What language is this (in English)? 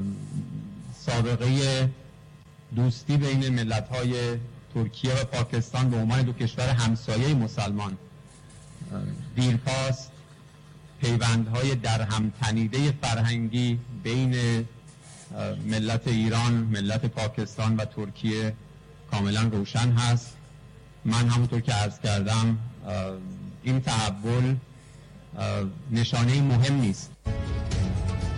Persian